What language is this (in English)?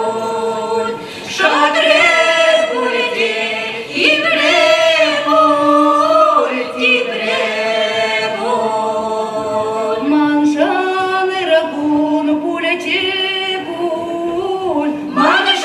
Chuvash